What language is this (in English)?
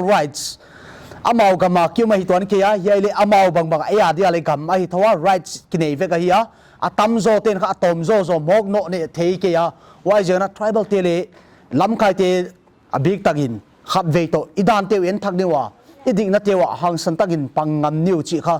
Paite Chin